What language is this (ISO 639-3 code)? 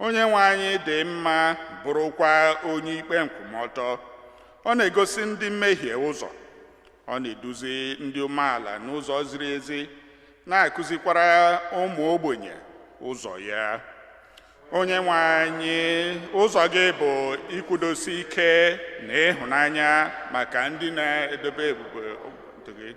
ibo